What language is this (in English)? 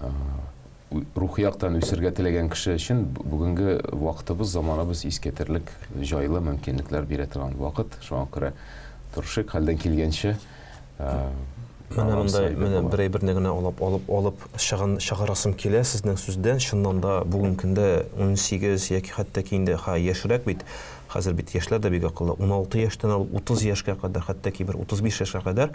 Tatar